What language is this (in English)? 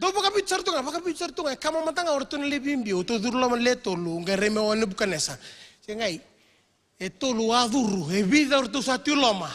Fijian